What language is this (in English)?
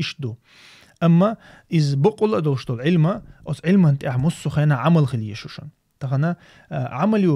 Chechen